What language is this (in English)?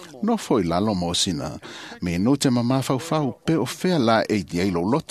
Samoan